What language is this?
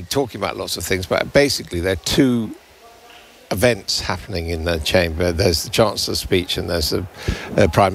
English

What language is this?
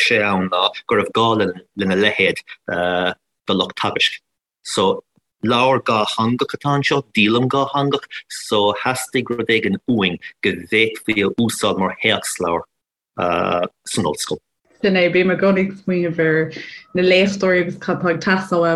Irish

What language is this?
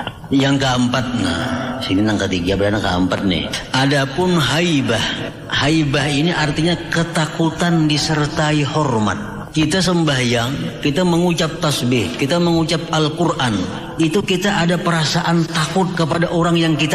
Banjar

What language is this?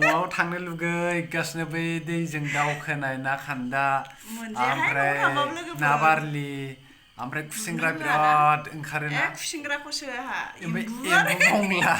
Bodo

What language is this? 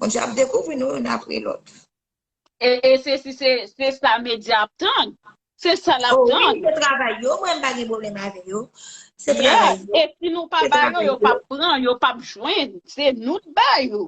Haitian Creole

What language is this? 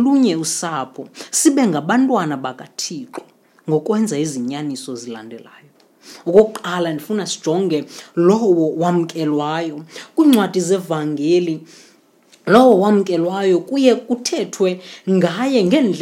Xhosa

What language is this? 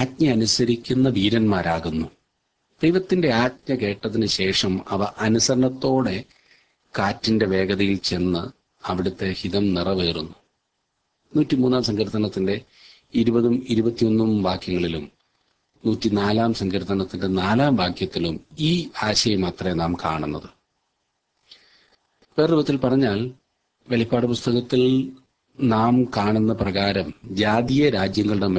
Malayalam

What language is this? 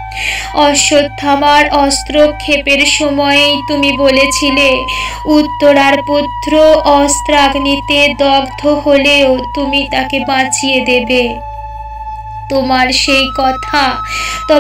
Bangla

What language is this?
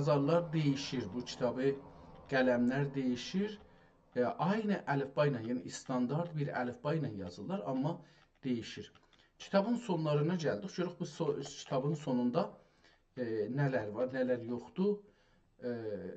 South Azerbaijani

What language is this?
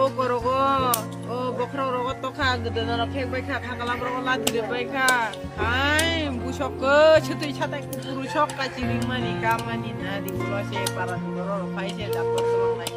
Kok Borok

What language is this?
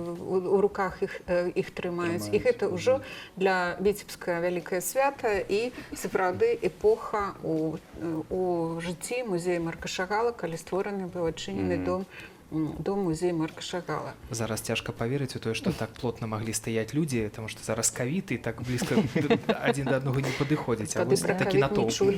Belarusian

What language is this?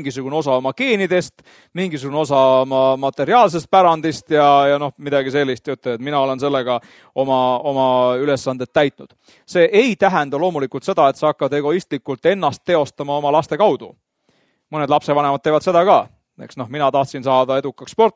Estonian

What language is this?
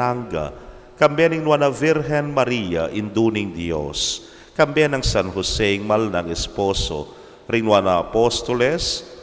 Pampanga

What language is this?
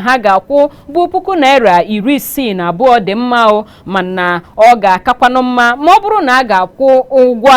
Igbo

